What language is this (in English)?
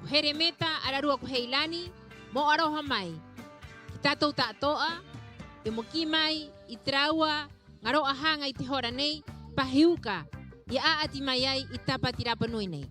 Rapanui